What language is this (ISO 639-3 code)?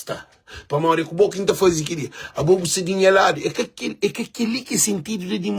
kea